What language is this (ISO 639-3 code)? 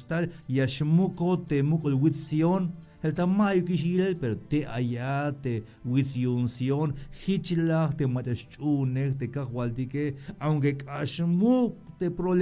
tzh